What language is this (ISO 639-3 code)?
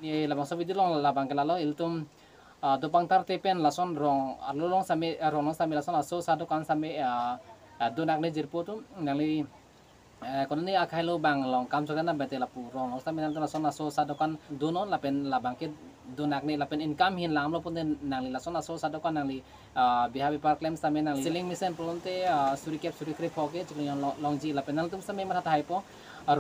mjw